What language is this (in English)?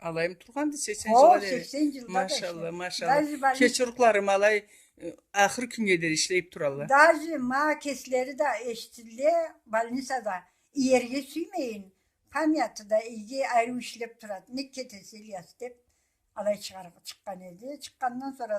Karachay-Balkar